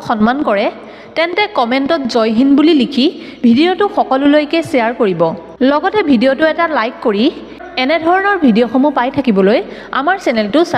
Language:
Assamese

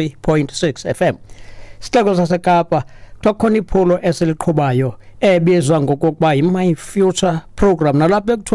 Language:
Xhosa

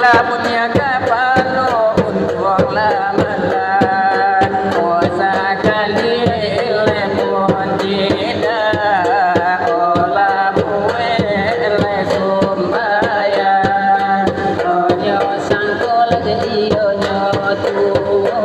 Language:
Minangkabau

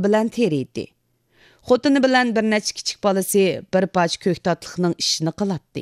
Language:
Uyghur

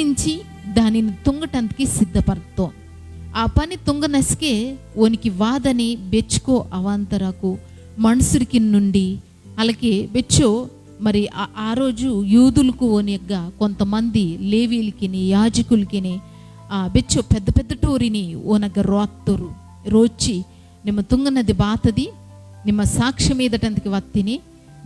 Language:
Koya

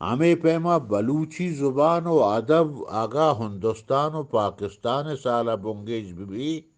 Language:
Eastern Balochi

